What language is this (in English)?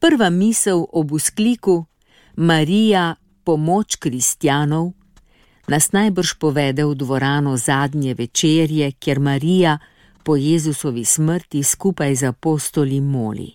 Slovenian